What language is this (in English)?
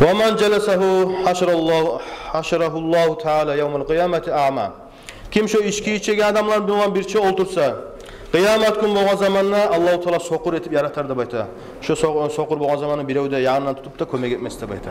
Kumyk